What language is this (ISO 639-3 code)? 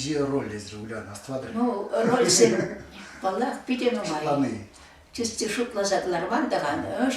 chv